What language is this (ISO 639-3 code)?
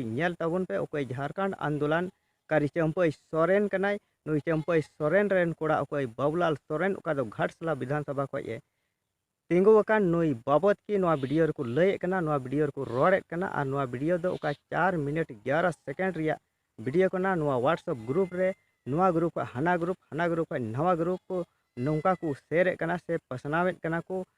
sat